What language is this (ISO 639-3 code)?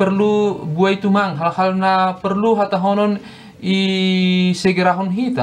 bts